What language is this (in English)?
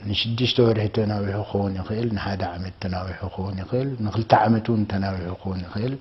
Tigrinya